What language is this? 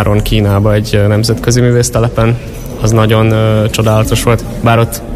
Hungarian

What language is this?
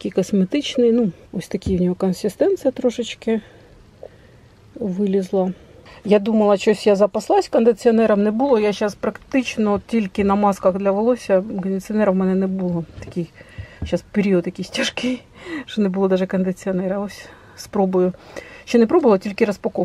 Ukrainian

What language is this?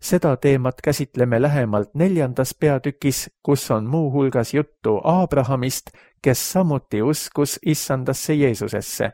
Estonian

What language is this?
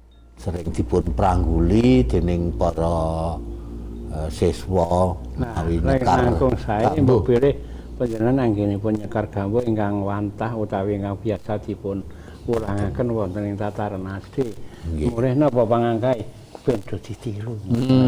Javanese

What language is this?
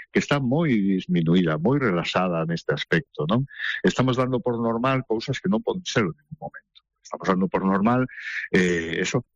Galician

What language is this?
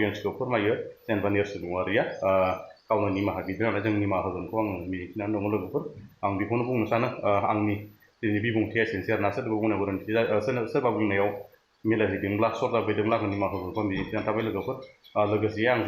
Bodo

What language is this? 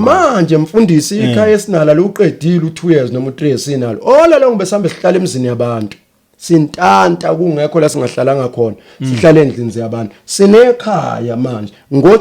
Zulu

